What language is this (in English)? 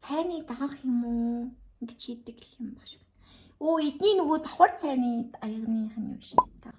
Mongolian